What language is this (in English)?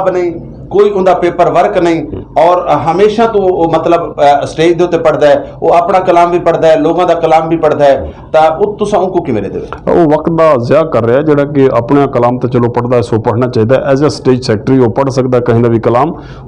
Saraiki